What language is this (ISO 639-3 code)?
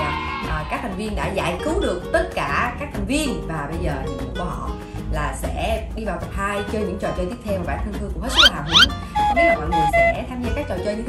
vie